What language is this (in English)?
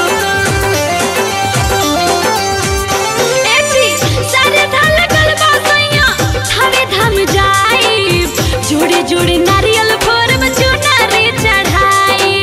Bhojpuri